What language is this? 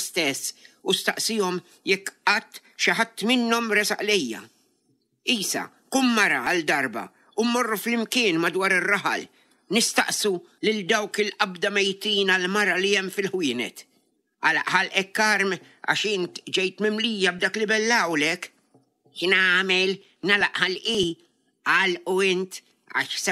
Maltese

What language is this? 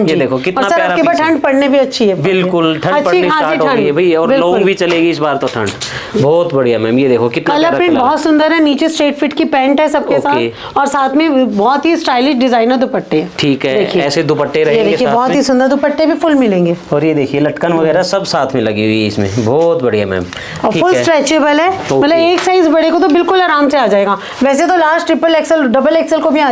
Hindi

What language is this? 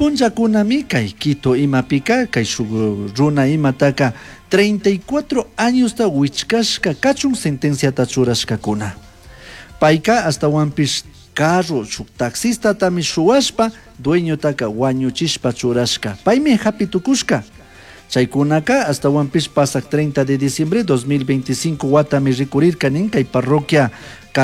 Chimborazo Highland Quichua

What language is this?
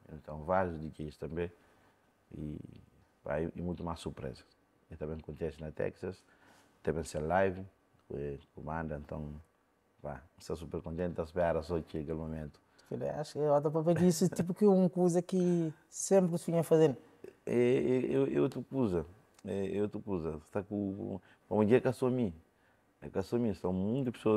Kabuverdianu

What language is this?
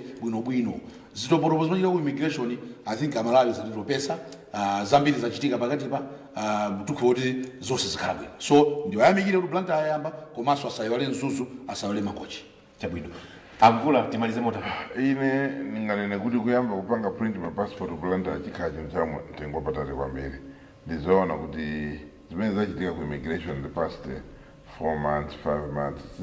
Nyanja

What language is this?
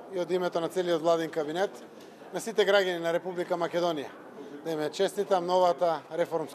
Macedonian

